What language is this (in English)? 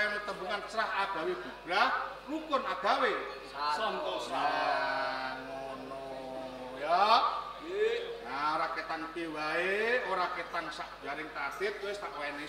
Javanese